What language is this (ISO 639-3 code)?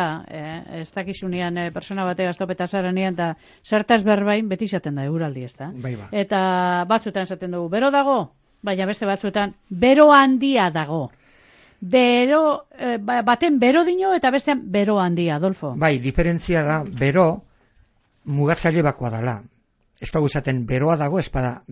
eus